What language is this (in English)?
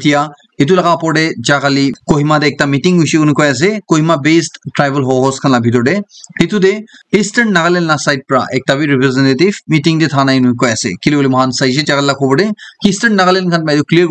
Naga Pidgin